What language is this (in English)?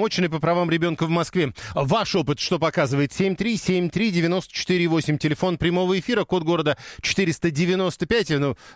Russian